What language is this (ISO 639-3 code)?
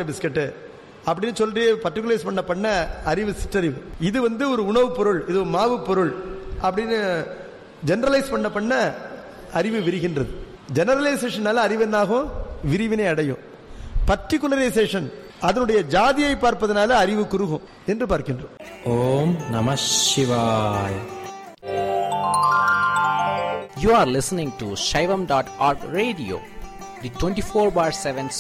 tam